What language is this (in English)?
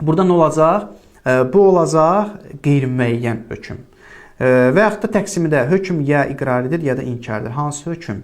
Azerbaijani